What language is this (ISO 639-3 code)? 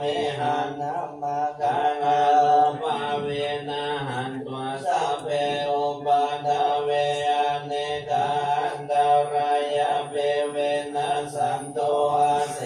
pli